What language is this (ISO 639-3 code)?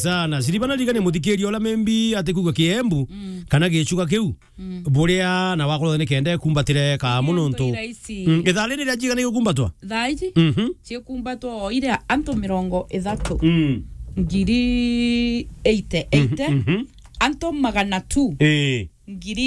mer